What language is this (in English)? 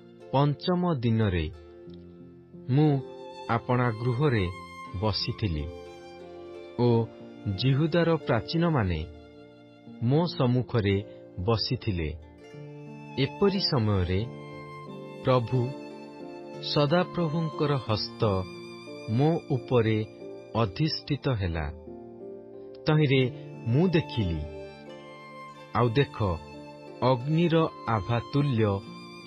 Odia